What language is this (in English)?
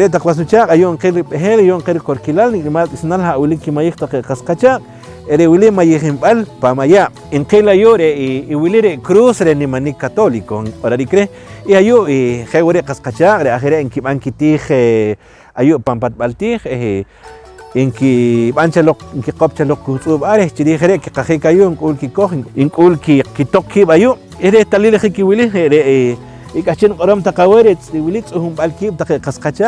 Poqomchi'